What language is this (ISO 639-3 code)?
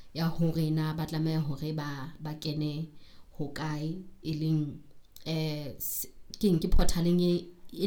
sot